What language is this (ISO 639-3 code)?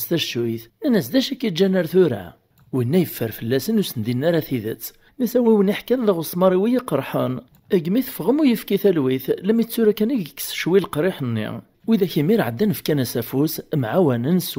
kab